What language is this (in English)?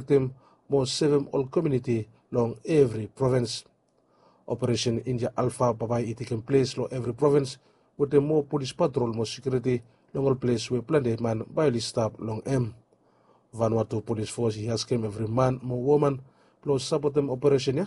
Bislama